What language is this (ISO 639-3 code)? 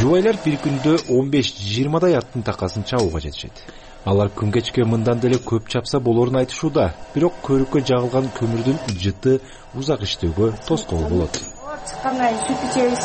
kir